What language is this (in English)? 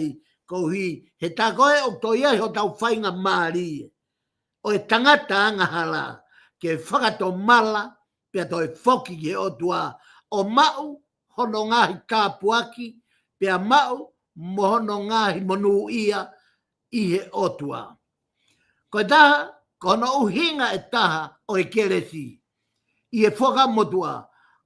Tongan